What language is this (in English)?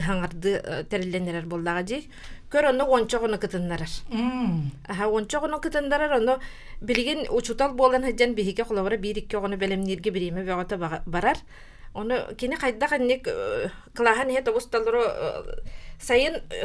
Yakut